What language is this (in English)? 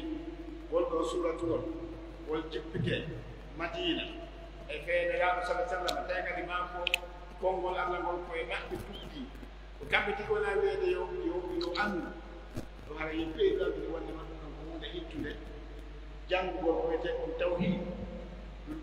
Pular